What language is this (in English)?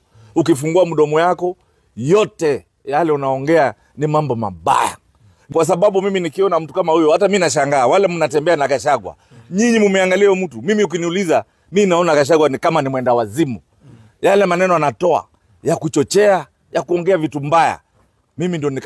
Swahili